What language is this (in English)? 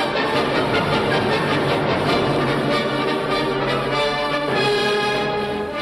Slovak